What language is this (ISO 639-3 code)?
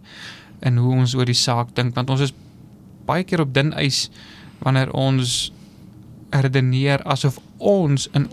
afr